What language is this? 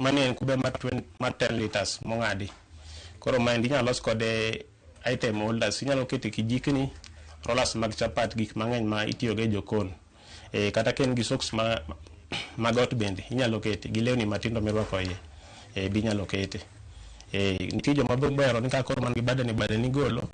Luo (Kenya and Tanzania)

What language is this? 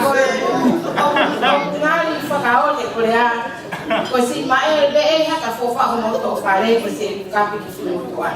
Tongan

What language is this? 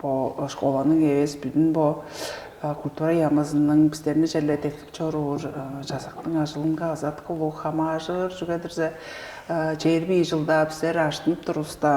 Tuvinian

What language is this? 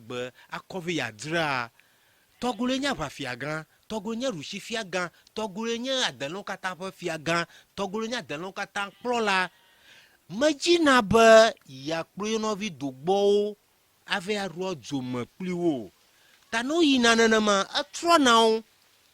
Ewe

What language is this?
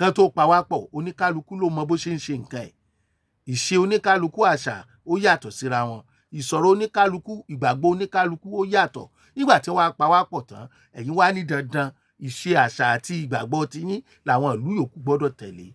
Yoruba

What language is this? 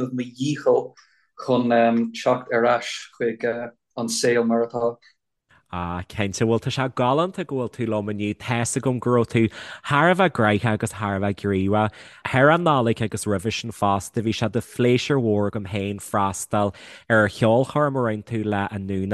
Irish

